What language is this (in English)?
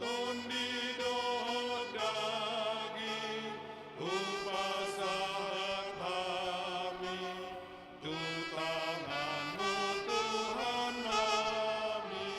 Batak Toba